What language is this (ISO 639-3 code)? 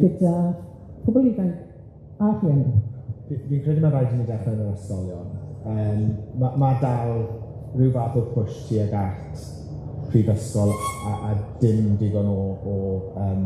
cym